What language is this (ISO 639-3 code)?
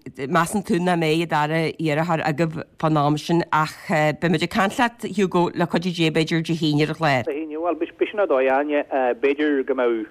gle